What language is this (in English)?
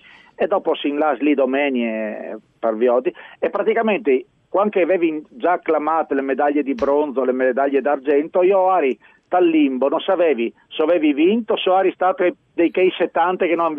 Friulian